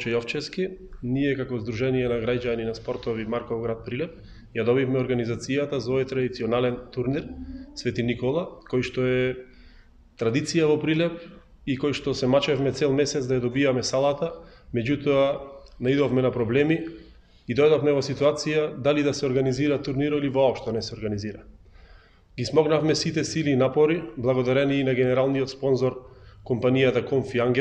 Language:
Macedonian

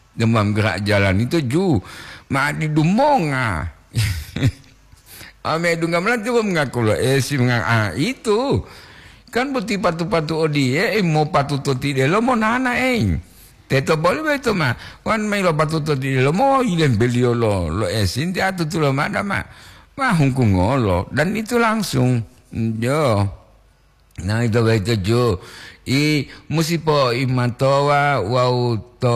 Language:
Gorontalo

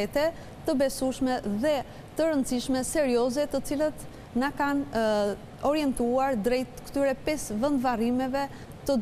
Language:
Albanian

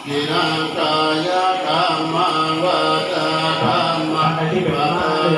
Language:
Pali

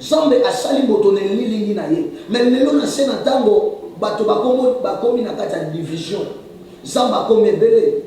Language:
Lingala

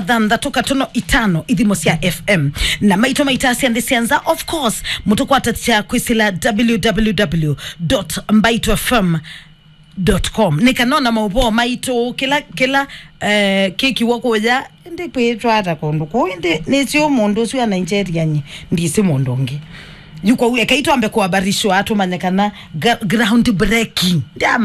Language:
Kamba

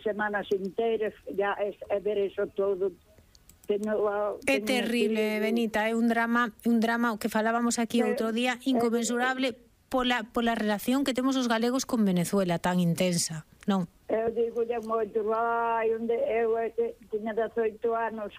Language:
Galician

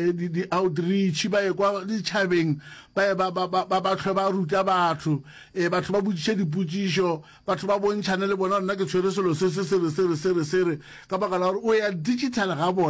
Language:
Northern Sotho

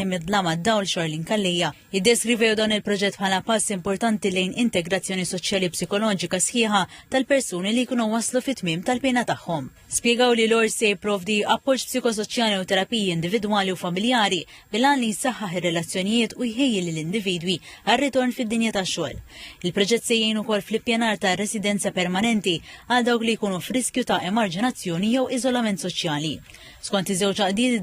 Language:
Maltese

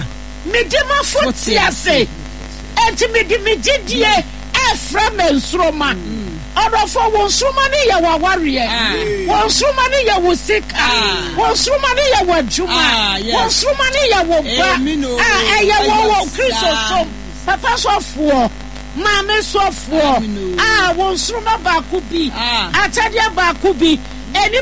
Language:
Akan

